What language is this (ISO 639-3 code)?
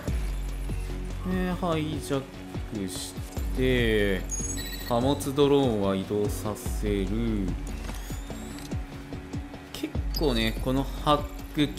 jpn